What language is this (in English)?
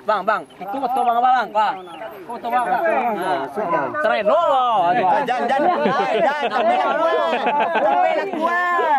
Minangkabau